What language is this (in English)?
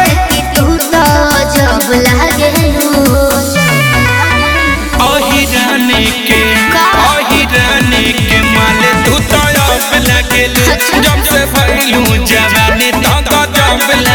Bhojpuri